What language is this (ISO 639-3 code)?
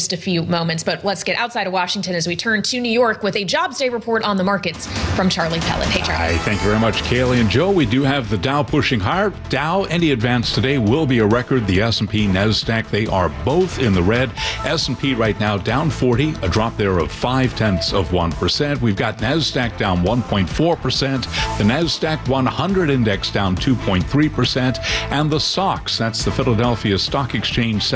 eng